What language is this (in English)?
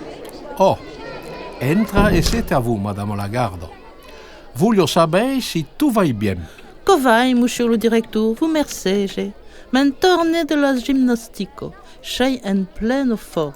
Occitan